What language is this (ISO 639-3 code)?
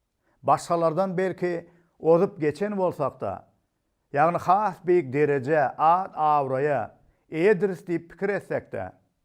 tuk